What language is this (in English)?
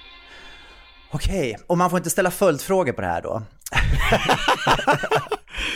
Swedish